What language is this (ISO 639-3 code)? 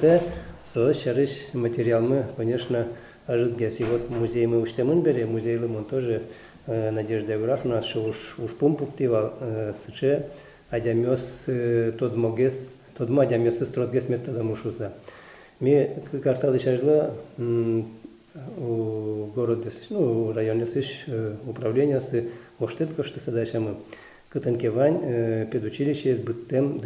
udm